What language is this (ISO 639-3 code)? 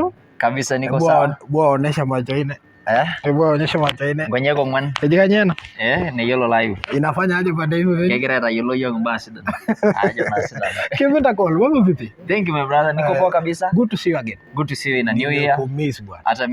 mas